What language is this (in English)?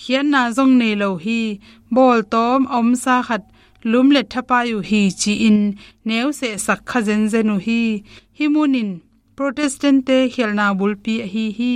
Tedim Chin